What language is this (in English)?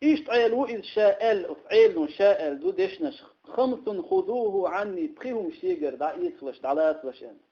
Chechen